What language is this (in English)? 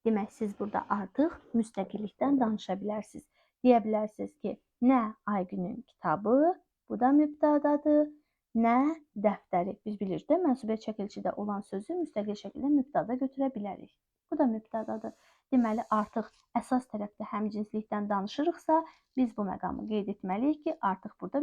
Azerbaijani